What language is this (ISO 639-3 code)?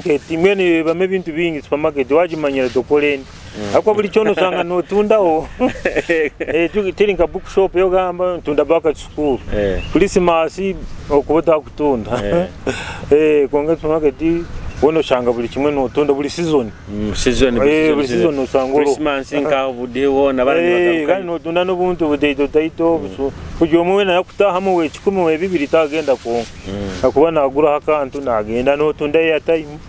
nyo